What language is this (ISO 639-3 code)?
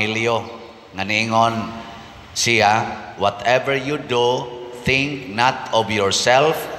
ceb